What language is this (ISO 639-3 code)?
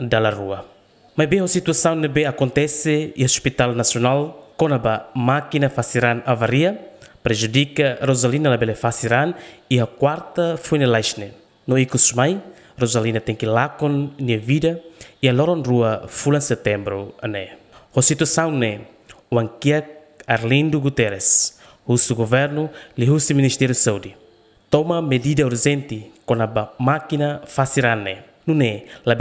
tet